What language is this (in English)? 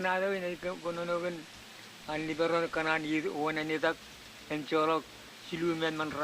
Marshallese